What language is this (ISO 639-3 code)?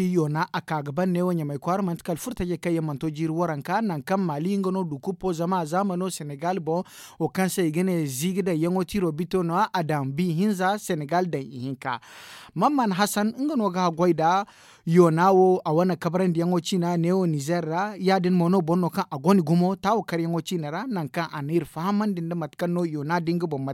dje